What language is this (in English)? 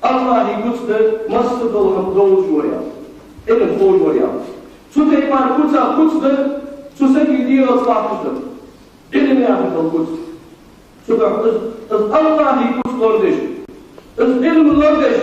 Ingush